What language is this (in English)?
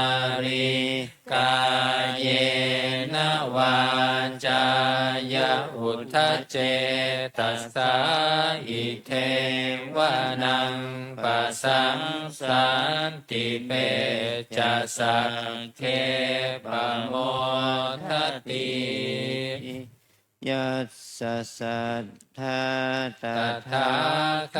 Pali